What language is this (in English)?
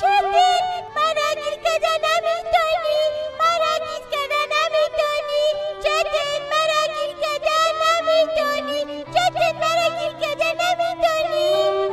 Persian